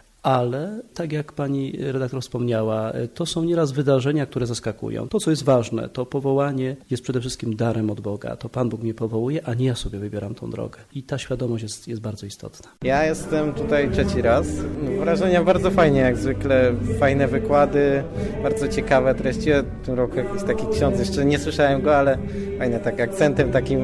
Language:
Polish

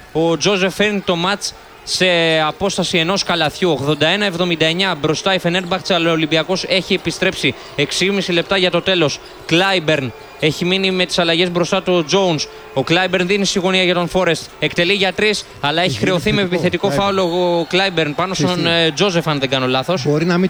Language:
Greek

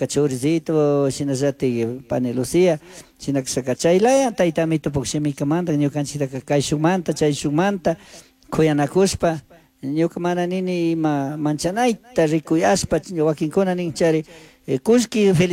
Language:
Chimborazo Highland Quichua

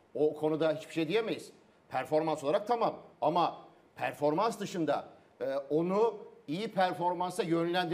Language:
Turkish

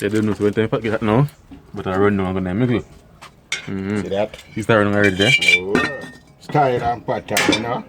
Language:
Jamaican Creole English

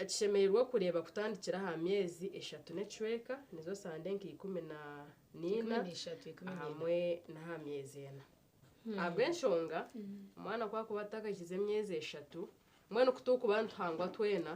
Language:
Nyankole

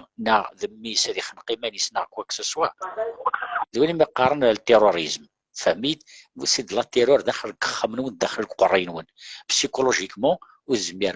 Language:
Kabyle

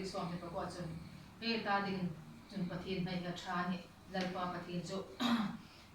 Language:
Hmar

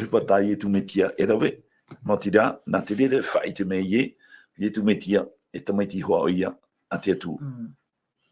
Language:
Tahitian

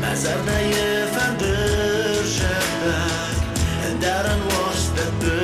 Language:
Ossetic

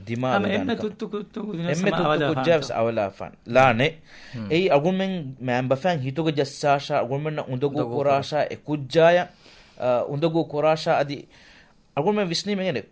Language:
Divehi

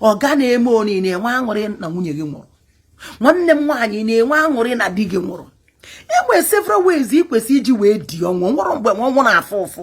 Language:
Igbo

